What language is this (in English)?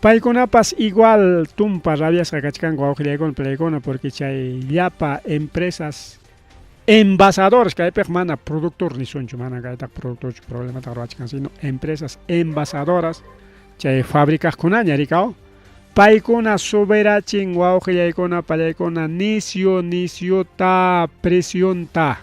Ayacucho Quechua